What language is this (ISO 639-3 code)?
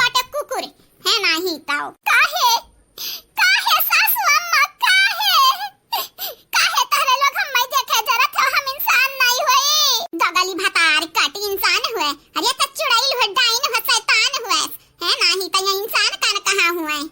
awa